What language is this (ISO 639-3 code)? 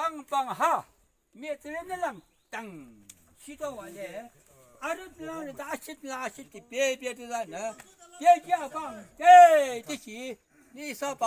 yim